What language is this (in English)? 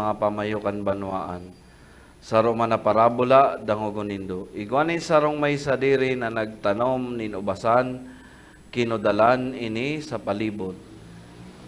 Bikol